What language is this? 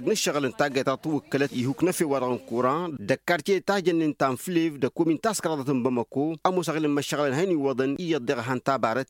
Tamasheq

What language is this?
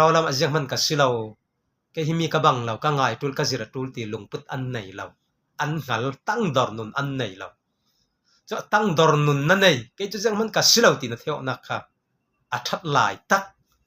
Falam Chin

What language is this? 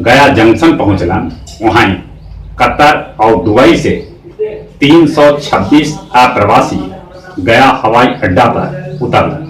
Magahi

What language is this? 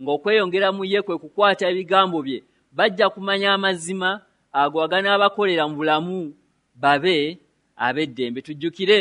Ganda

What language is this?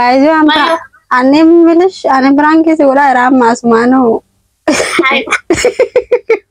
Oromo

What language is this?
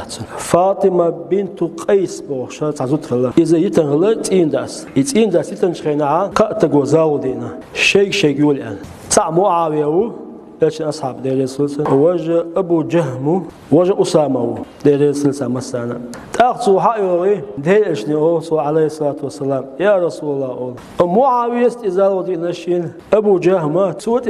Chechen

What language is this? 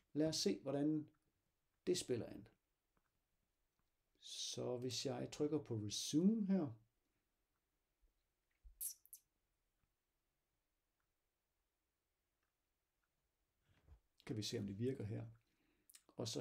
Danish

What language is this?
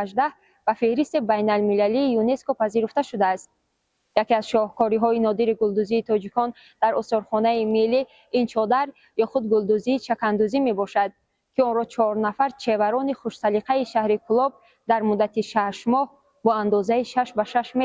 Tajik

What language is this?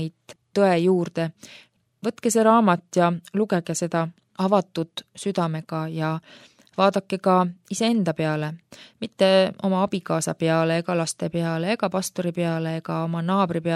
Estonian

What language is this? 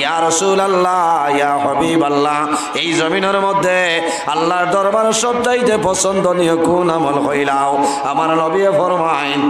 Sylheti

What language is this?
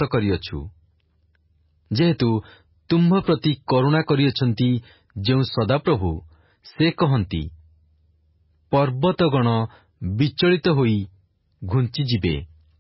Odia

